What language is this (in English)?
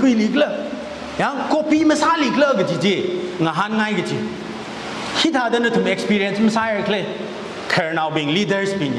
Tangkhul Naga (India)